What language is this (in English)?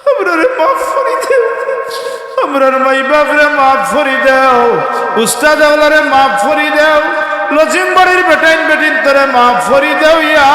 Sylheti